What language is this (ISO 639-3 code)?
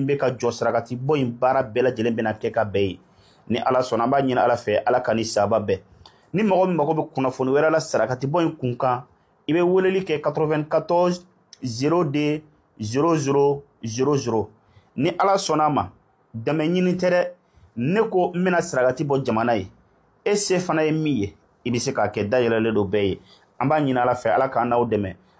bam